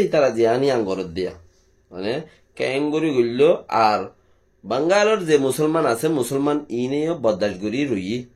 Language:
Rohingya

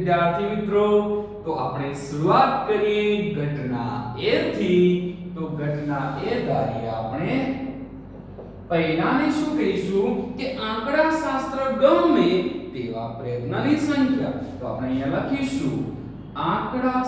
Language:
Gujarati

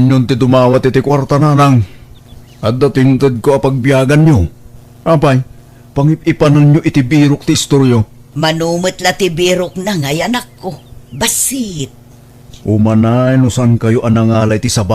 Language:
Iloko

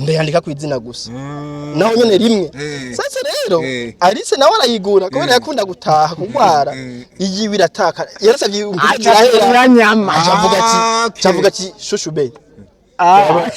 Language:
Rundi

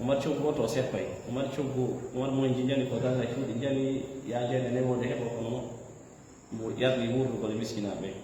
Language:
Fula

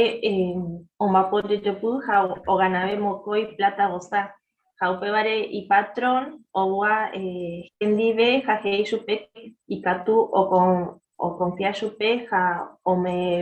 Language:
Guarani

